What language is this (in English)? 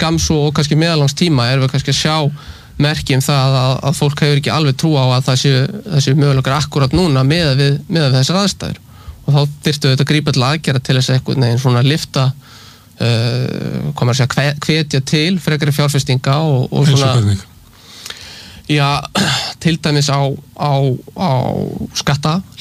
Icelandic